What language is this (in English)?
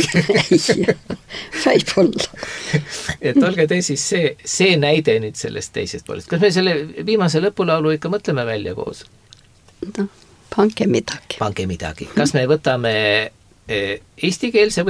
Estonian